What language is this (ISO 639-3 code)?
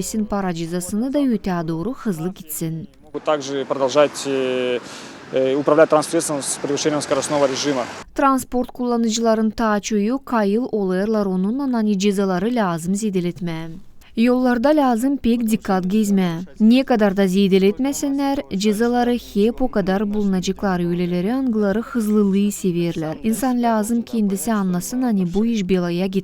gag